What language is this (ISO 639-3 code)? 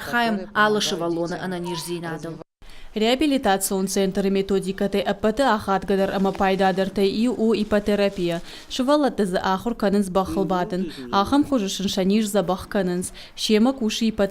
oss